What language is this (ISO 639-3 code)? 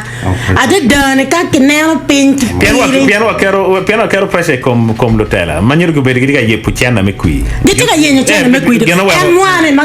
ach